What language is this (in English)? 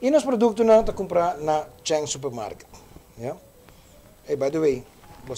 Papiamento